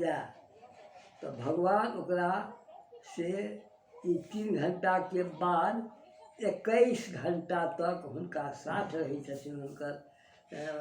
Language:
Maithili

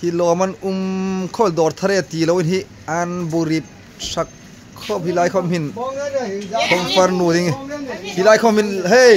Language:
Hmar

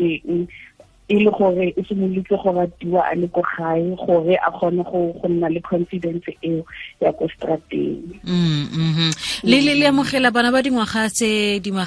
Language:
Tswana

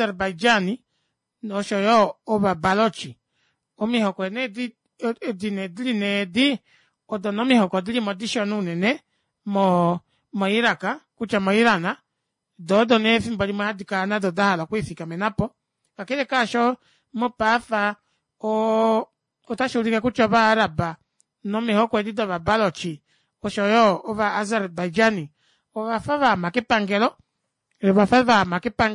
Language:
Kuanyama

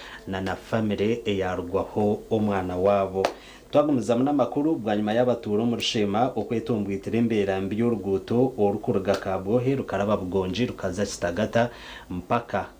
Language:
Nyankole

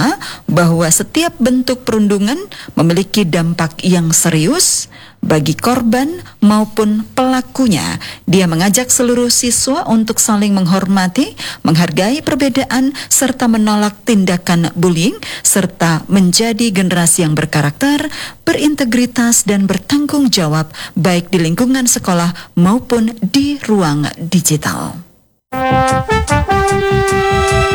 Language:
Indonesian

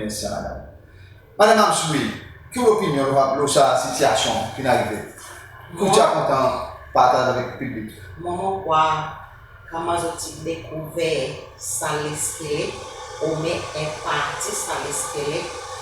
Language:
Seselwa Creole French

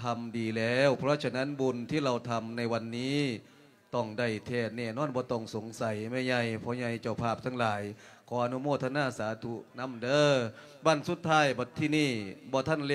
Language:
Lao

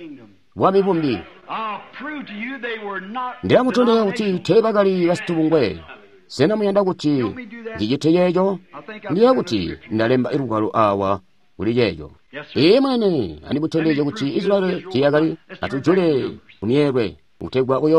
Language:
Tonga (Zambia)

